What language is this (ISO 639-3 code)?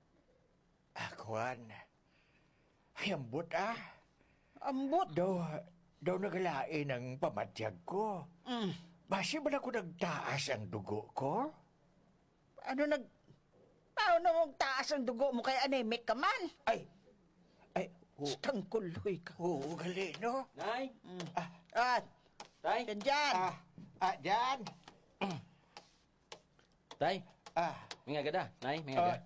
hil